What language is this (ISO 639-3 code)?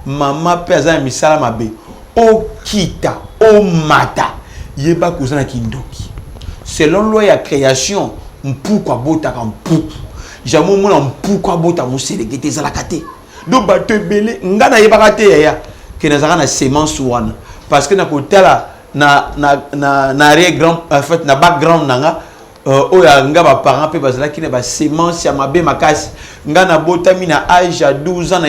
lin